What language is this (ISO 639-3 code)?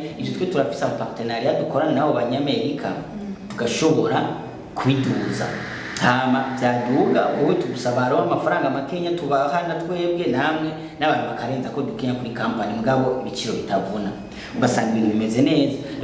run